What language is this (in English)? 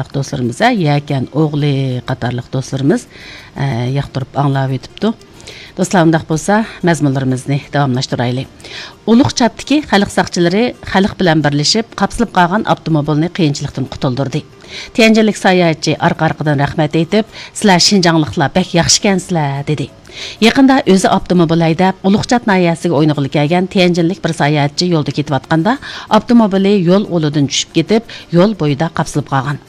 Uyghur